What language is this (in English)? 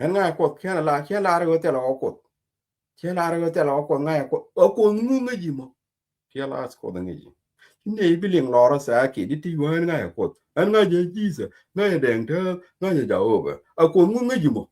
Nuer